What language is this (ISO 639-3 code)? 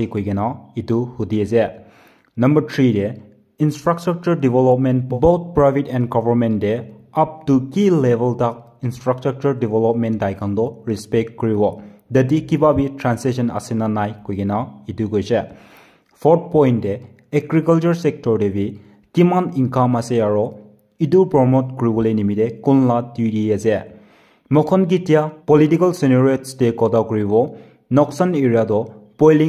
nag